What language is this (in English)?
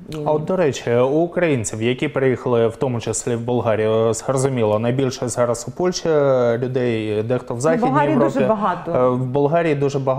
Ukrainian